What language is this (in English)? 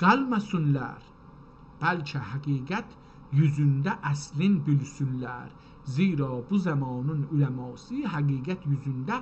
South Azerbaijani